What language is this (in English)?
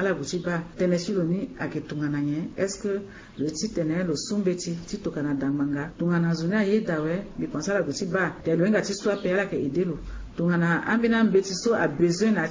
Sango